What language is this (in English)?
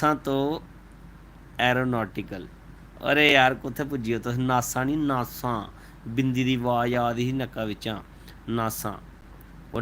Dogri